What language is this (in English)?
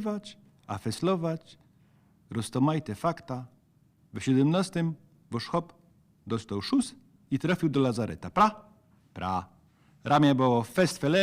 Silesian